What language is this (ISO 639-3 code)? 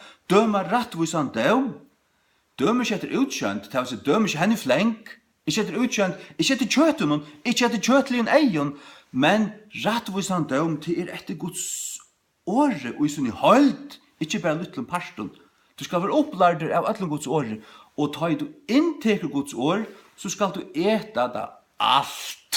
fao